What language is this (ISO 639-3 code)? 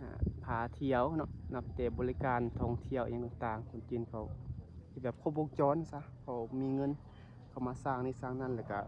lao